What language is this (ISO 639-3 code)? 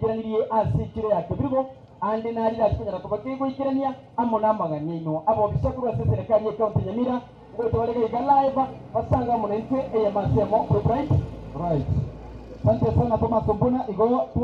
guz